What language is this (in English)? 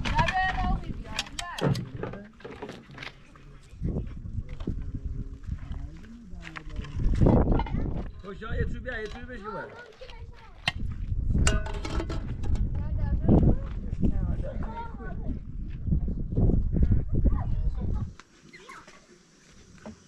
Persian